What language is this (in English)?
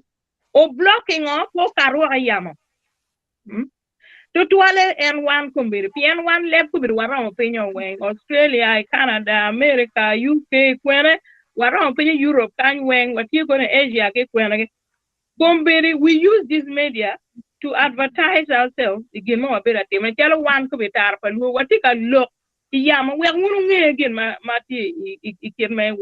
Acoli